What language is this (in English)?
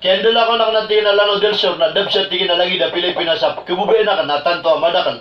Maranao